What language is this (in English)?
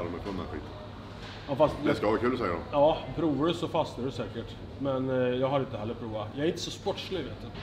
Swedish